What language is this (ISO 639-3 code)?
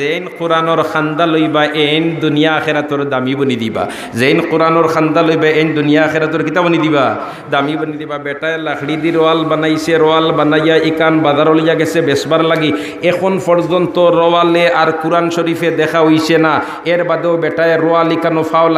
syl